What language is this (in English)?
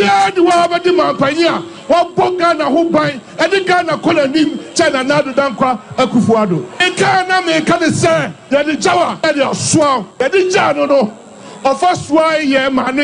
Akan